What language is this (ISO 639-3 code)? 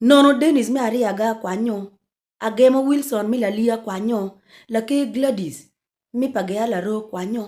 ach